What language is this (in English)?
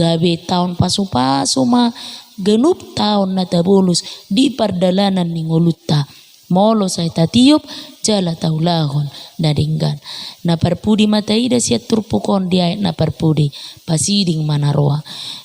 Batak Toba